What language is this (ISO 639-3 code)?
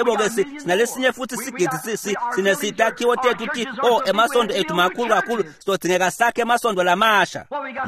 ssw